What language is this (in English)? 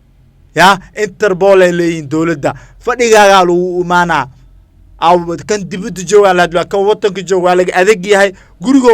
Somali